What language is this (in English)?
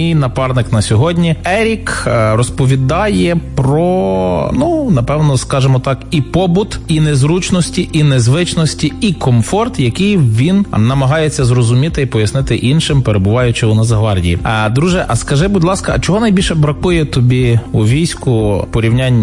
Ukrainian